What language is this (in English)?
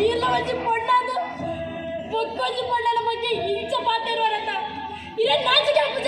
Tulu